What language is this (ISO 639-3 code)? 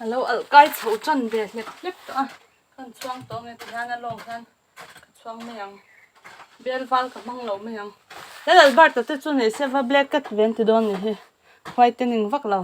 lus